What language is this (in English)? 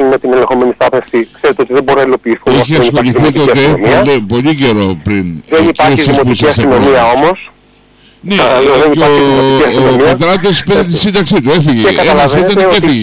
Greek